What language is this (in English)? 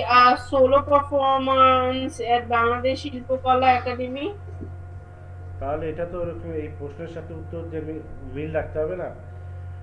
Bangla